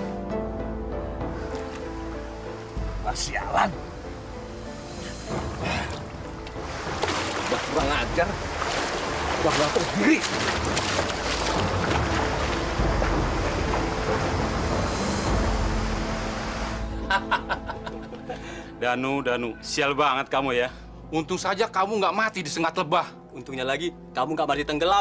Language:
Indonesian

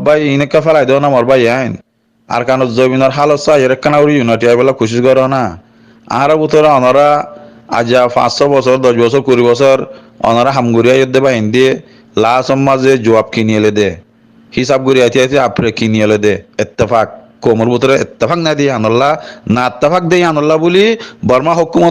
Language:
Rohingya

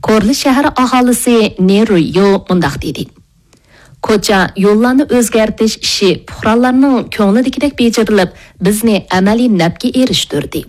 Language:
Uyghur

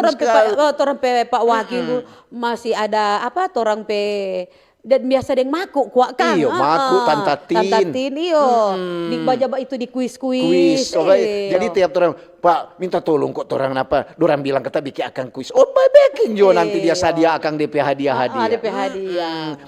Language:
Manado Malay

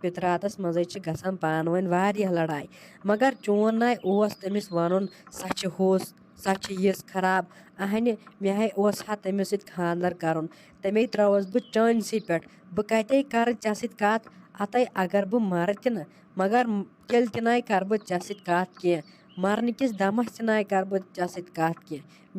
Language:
Kashmiri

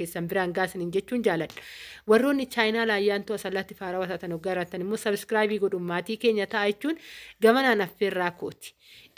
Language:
Oromo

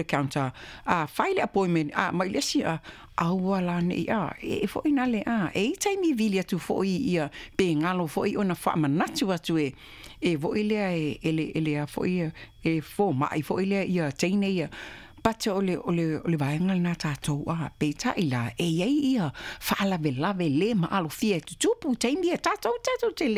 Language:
Samoan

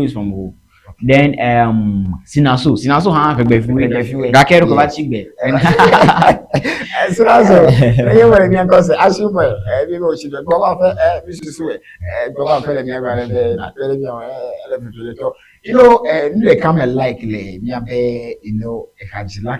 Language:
Ewe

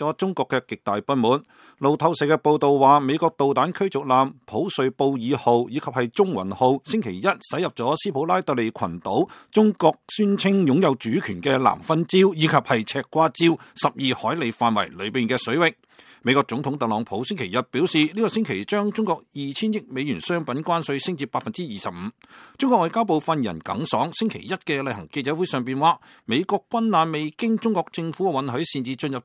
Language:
Cantonese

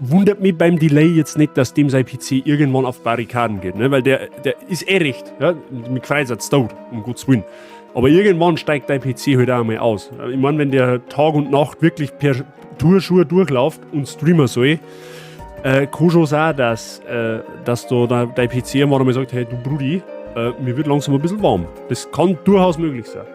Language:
Bavarian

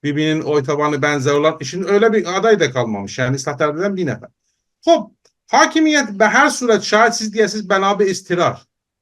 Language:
South Azerbaijani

